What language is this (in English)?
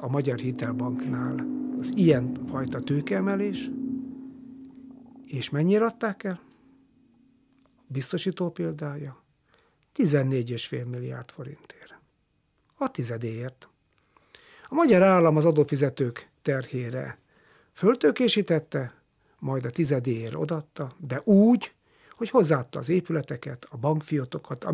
Hungarian